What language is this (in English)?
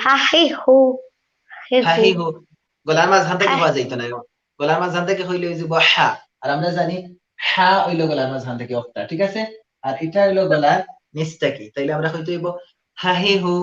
Sylheti